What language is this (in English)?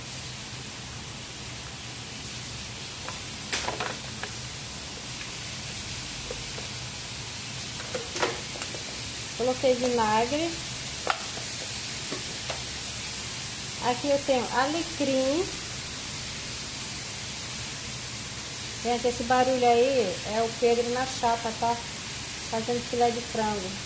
Portuguese